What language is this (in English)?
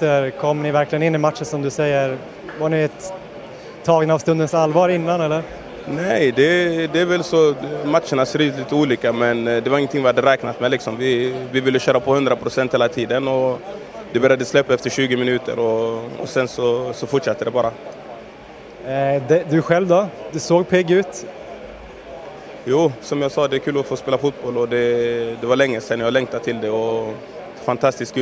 Swedish